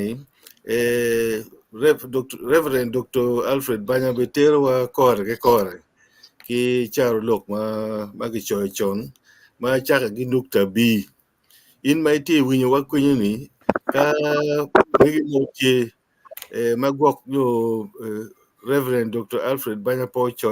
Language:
Acoli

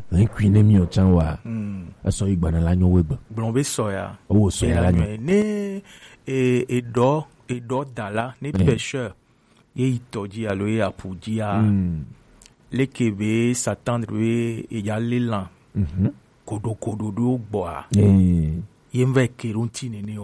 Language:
Gen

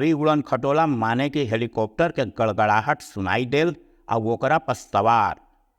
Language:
Magahi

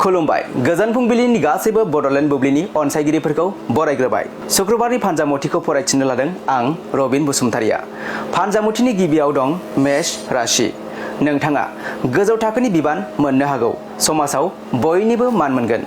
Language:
Bodo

